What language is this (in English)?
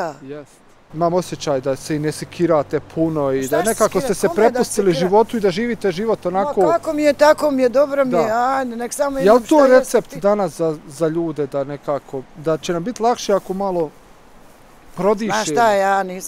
Bosnian